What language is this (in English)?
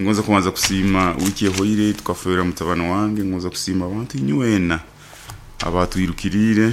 Nyoro